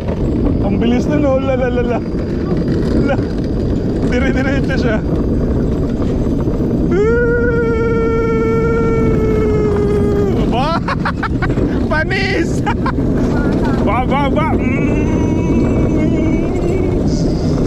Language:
Filipino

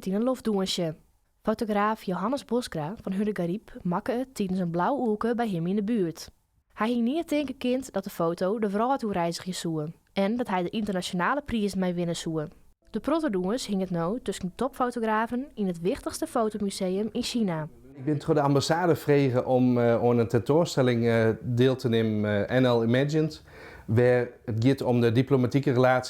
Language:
Western Frisian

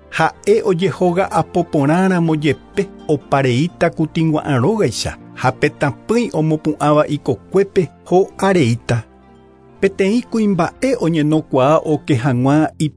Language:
Guarani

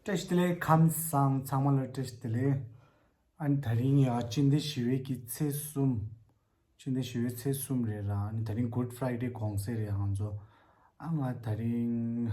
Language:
Tibetan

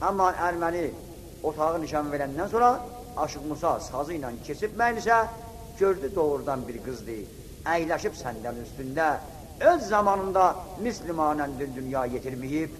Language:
South Azerbaijani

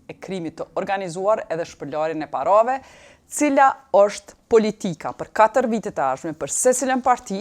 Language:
Albanian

